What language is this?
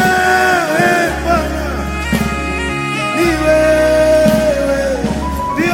Swahili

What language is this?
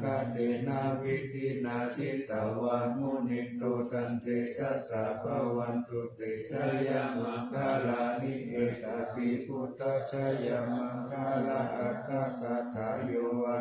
Pali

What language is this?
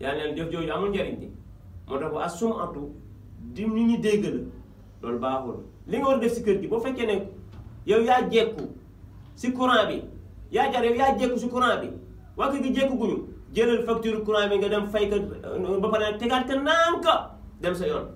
Wolof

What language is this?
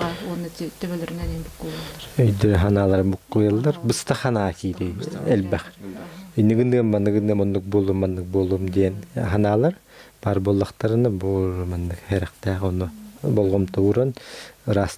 Yakut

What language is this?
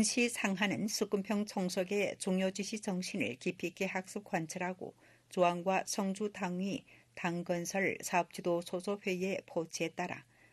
Korean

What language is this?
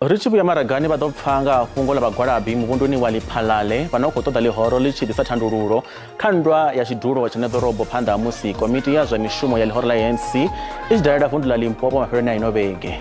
Venda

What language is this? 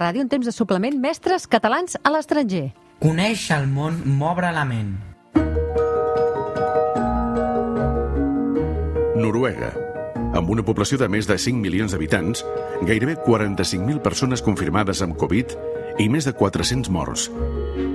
Catalan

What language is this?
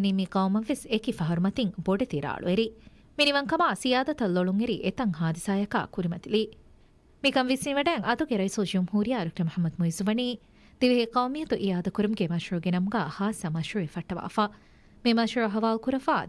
Divehi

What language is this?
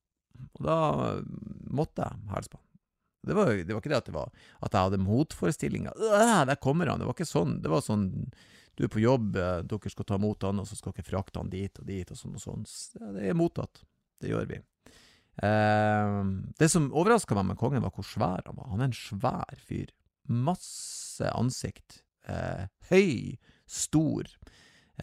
Norwegian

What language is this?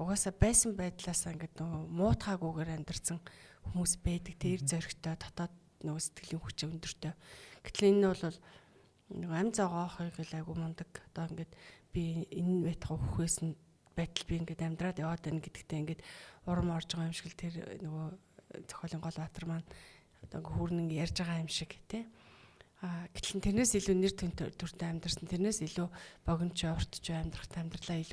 Mongolian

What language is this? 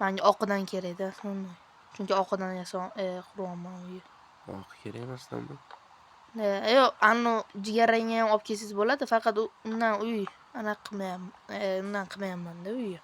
Uzbek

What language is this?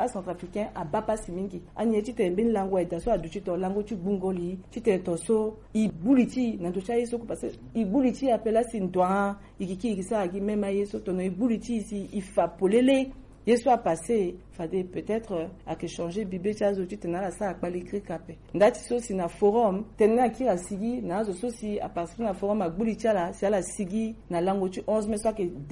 Sango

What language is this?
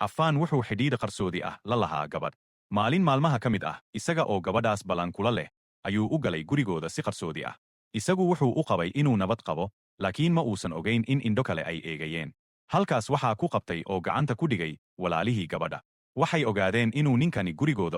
Somali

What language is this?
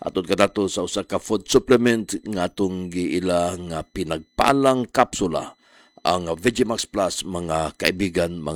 Cebuano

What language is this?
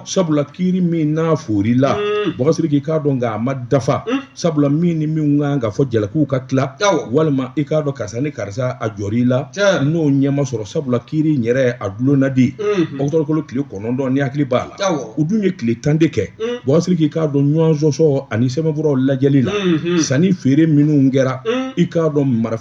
Bambara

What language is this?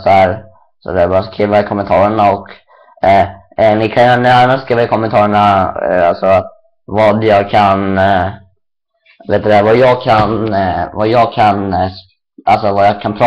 Swedish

